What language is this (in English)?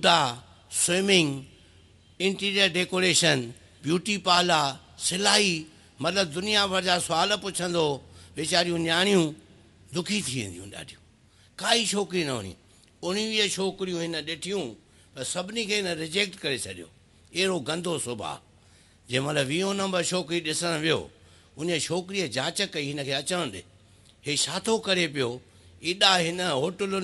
Sindhi